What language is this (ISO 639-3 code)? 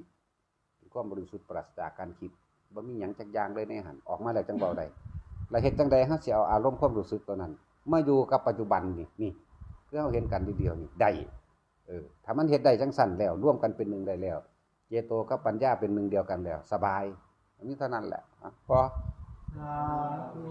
tts